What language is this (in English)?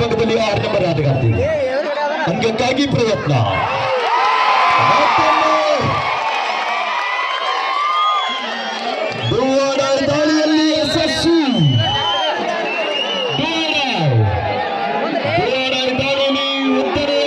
Kannada